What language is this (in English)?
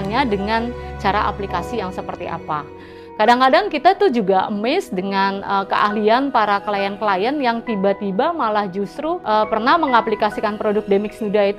Indonesian